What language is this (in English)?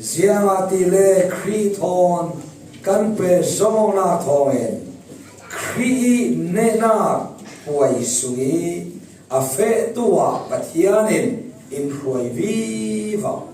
Falam Chin